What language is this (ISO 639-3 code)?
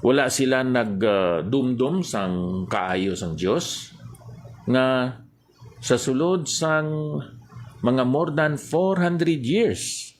hil